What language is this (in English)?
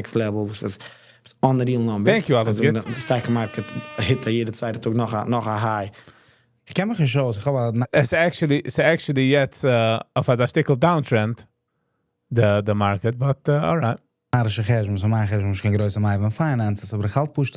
Yiddish